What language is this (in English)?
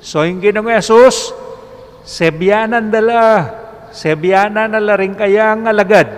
Pampanga